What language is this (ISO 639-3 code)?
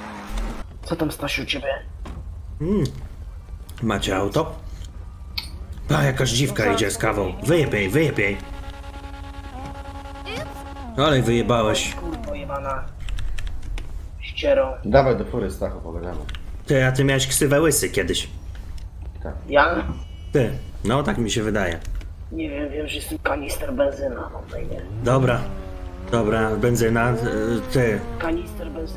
pol